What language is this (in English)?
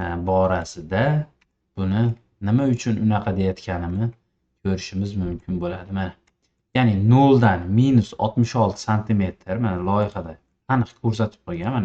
Uzbek